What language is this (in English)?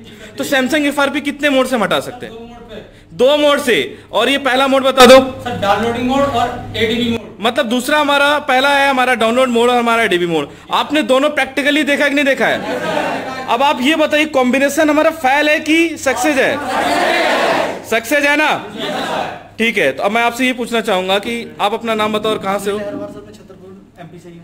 Hindi